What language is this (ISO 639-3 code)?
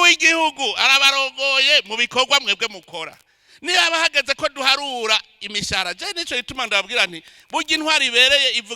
run